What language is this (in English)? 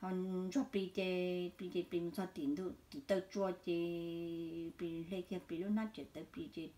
Hmong